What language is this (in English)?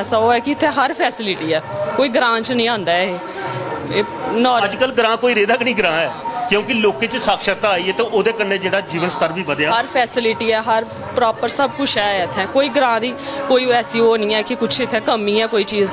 Dogri